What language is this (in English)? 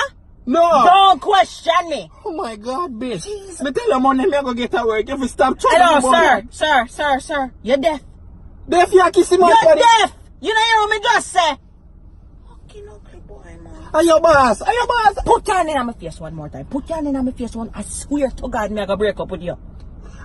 Jamaican Creole English